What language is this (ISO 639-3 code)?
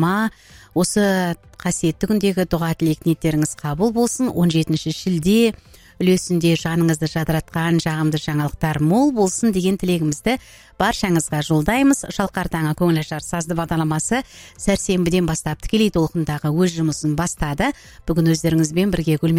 kaz